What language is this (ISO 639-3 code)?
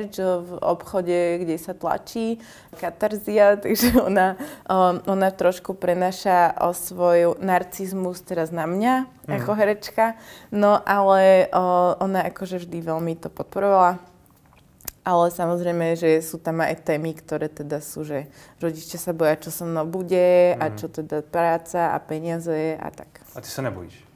slk